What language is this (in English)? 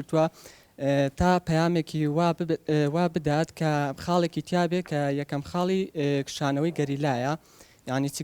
Central Kurdish